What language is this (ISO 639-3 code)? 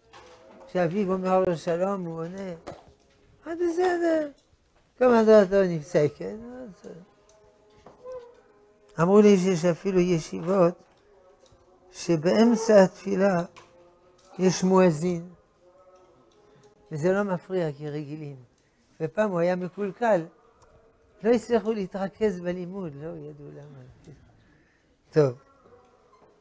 heb